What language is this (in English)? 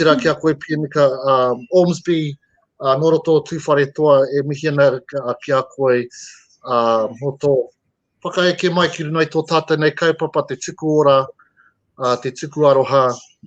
Māori